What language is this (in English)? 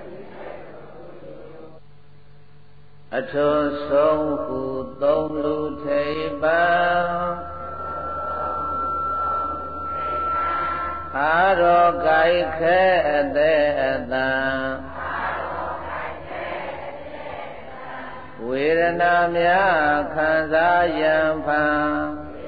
Burmese